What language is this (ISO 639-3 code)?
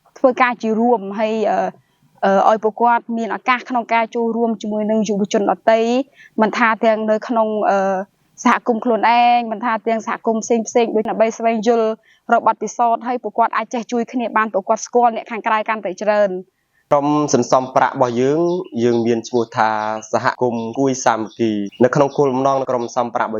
khm